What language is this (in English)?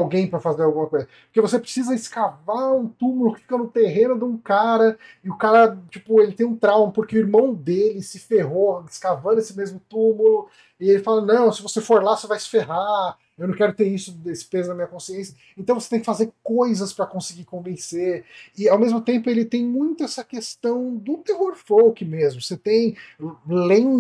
Portuguese